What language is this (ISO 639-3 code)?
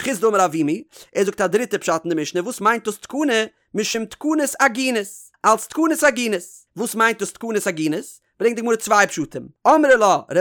yid